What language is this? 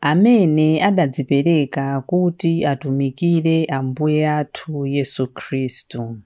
Nyanja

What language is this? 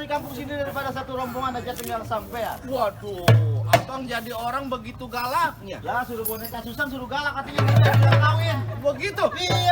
Betawi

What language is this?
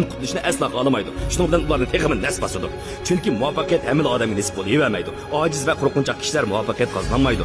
Uyghur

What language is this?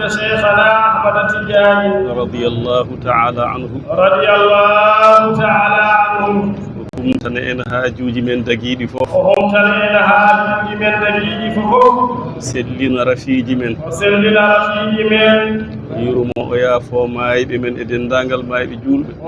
Fula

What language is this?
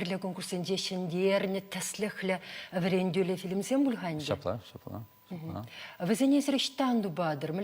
Chuvash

